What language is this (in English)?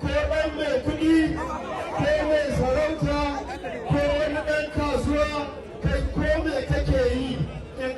Hausa